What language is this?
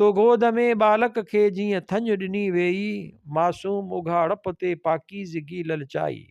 Sindhi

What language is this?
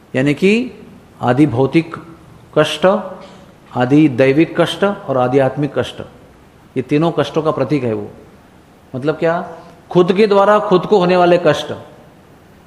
Hindi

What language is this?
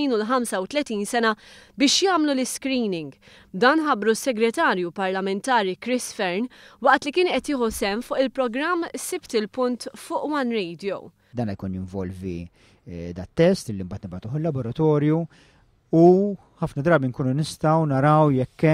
Maltese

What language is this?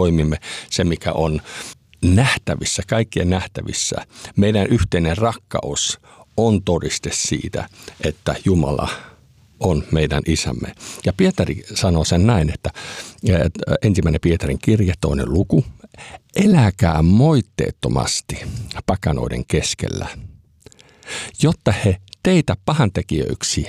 Finnish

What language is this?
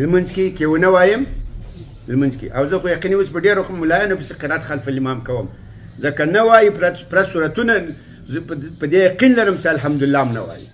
Pashto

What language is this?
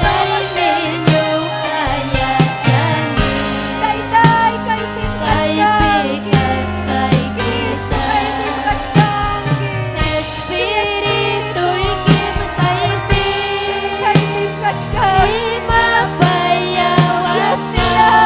Ayacucho Quechua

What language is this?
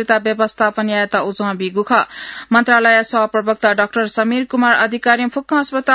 Newari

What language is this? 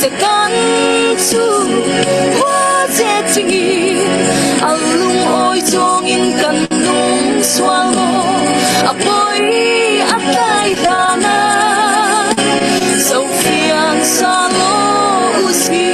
Falam Chin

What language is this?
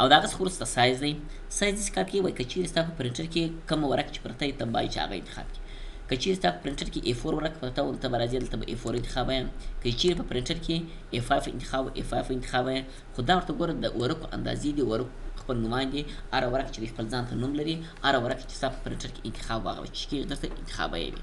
Pashto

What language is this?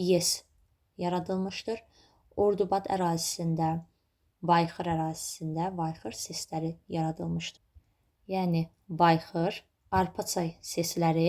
Azerbaijani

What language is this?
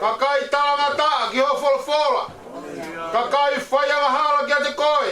Tongan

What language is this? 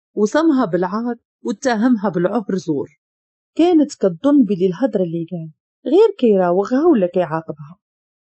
Moroccan Arabic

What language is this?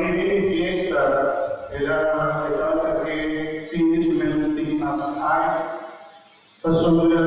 Papiamento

